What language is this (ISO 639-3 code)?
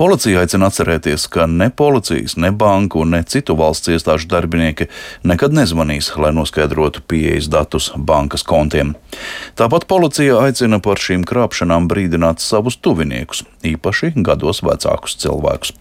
lav